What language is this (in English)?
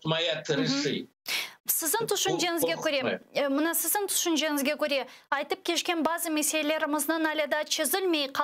Crimean Tatar